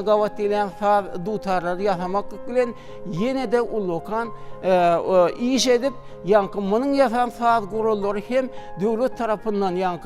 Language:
Turkmen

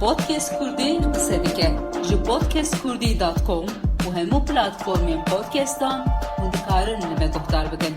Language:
Kurdish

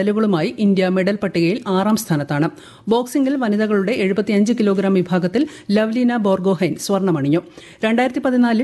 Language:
Malayalam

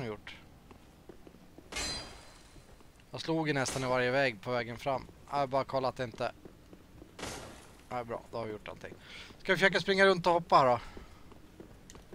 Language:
Swedish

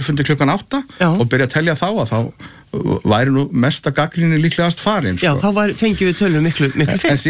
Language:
Icelandic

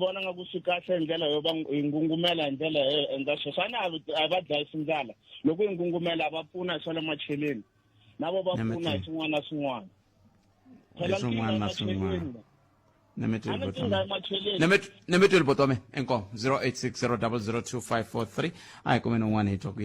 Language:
Tsonga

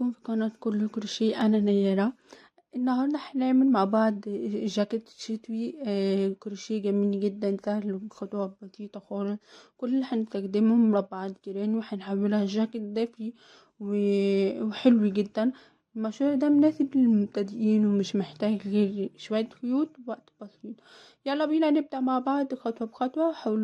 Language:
Egyptian Arabic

